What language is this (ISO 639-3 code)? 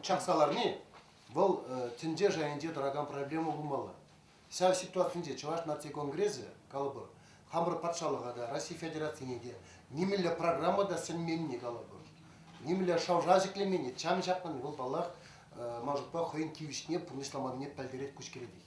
chv